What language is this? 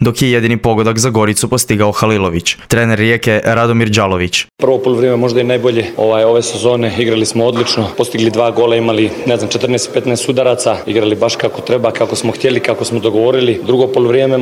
Croatian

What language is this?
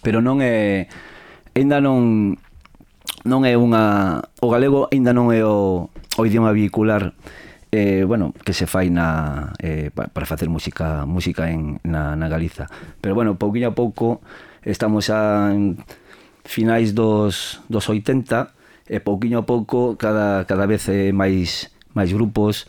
Galician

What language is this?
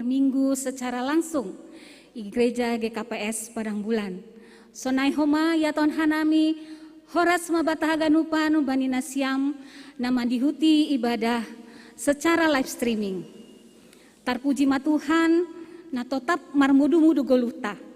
Batak Simalungun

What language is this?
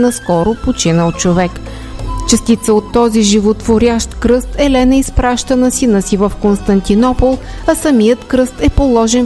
Bulgarian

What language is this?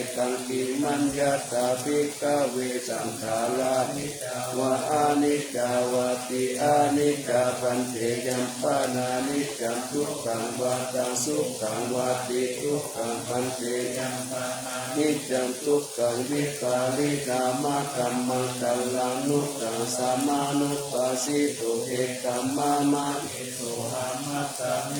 Pali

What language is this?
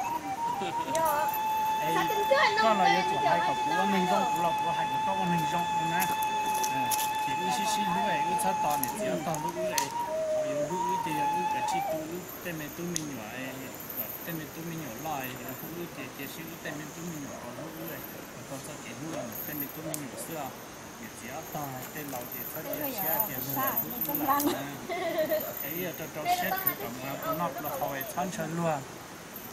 Vietnamese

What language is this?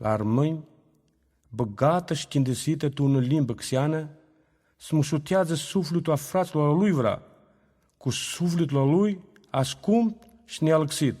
Aromanian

